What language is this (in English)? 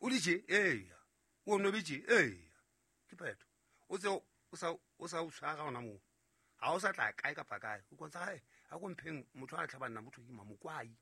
Southern Sotho